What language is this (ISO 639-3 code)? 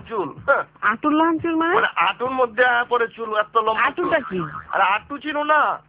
ben